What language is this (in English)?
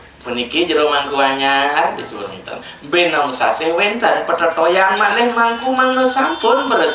Balinese